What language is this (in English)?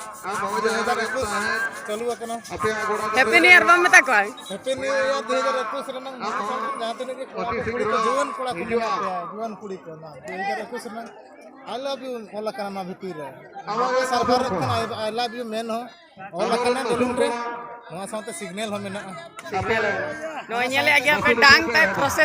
Santali